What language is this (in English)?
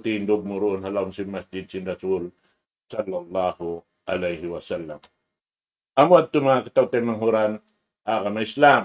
Tausug